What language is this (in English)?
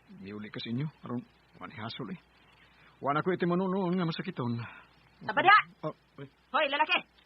Cebuano